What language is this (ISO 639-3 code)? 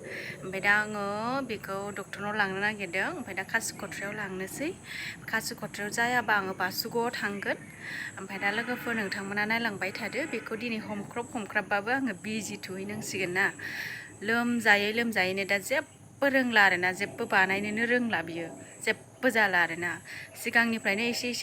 brx